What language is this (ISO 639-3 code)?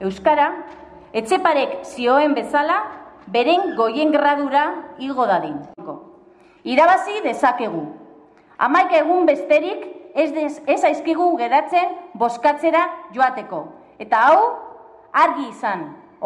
eus